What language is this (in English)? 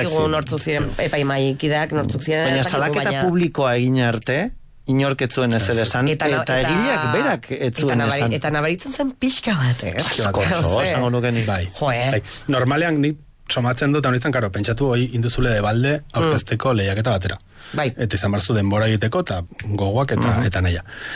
Basque